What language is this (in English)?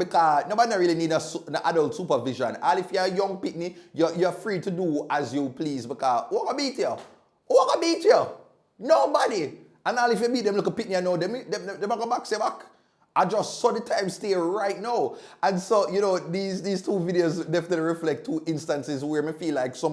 Jamaican Creole English